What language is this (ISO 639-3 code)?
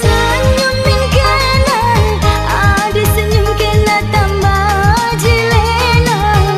bbc